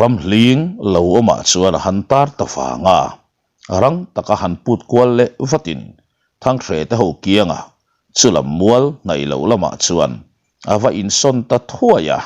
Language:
Mizo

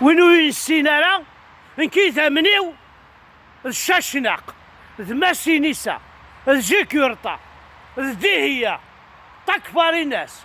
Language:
Kabyle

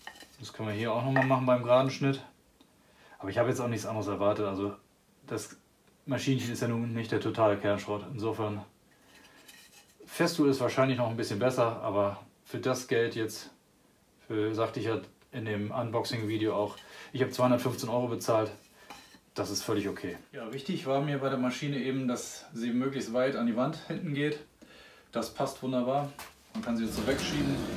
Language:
German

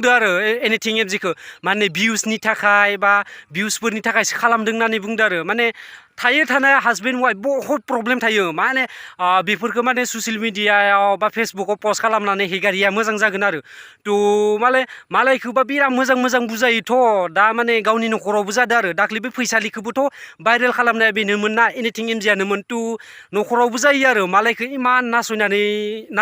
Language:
Bodo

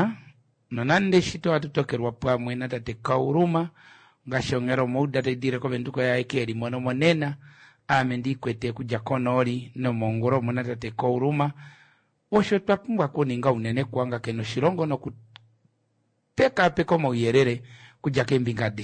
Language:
Kuanyama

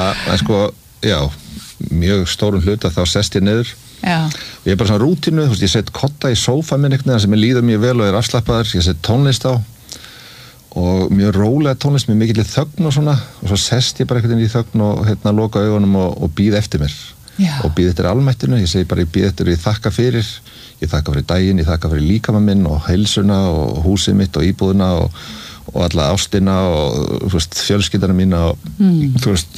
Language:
Icelandic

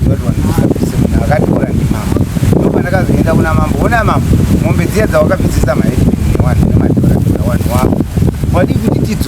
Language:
Shona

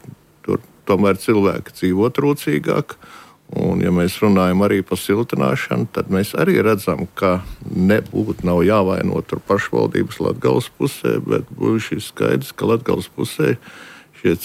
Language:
Latvian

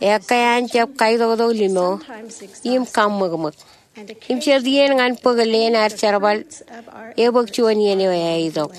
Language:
Marshallese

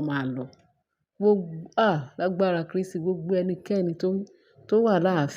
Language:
Yoruba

